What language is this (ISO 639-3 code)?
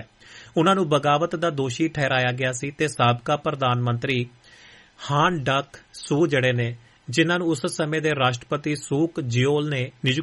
pan